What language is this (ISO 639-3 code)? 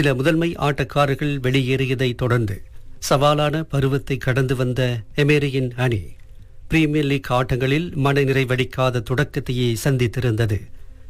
tam